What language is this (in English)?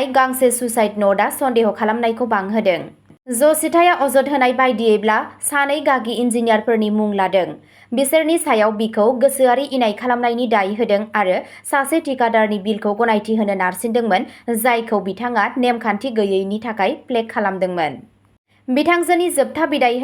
Bodo